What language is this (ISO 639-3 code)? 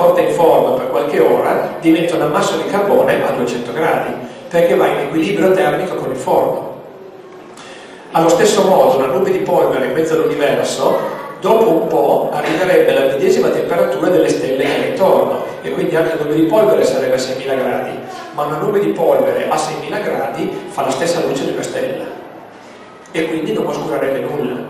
ita